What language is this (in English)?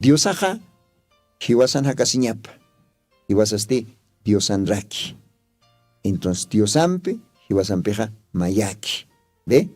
Aymara